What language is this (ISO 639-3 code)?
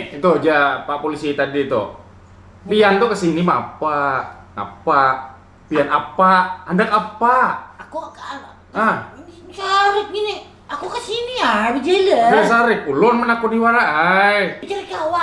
bjn